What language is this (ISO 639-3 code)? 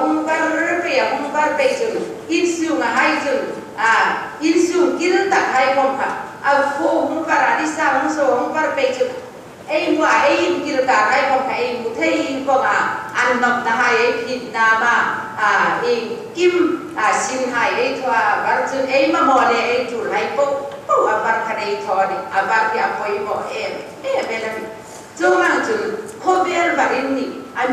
hmr